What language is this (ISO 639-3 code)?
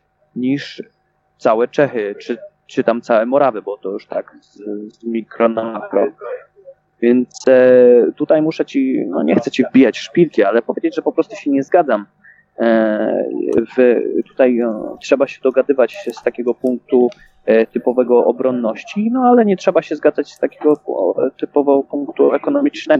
pol